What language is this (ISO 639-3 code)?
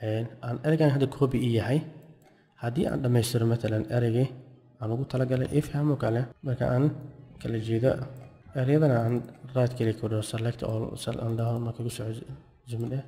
som